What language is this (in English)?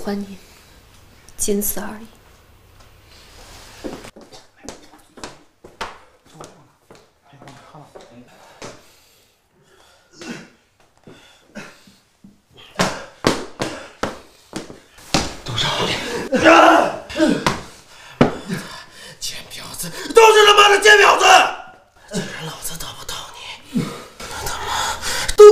Chinese